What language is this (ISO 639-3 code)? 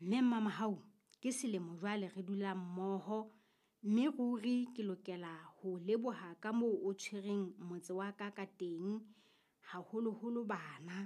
sot